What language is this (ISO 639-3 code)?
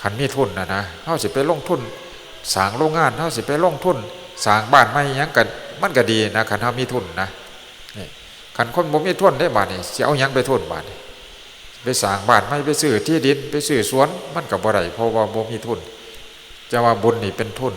tts